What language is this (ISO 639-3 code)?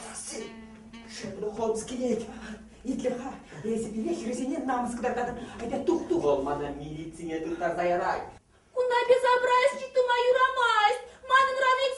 chv